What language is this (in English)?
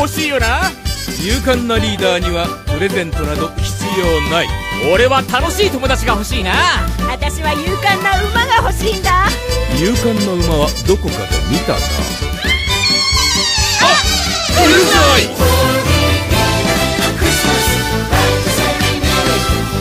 Japanese